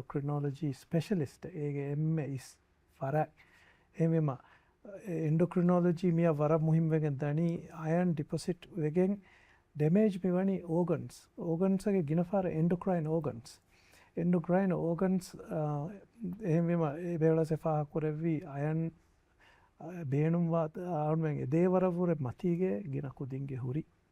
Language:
Divehi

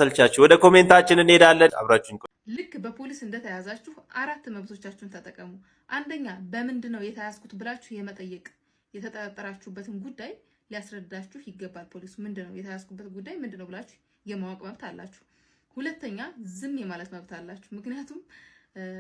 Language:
Amharic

